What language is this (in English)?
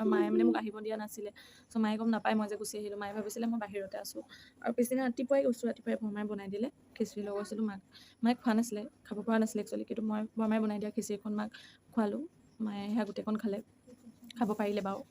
Assamese